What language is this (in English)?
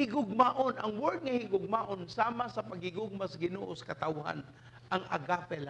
Cebuano